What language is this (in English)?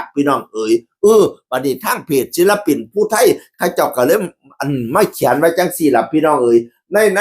Northeastern Thai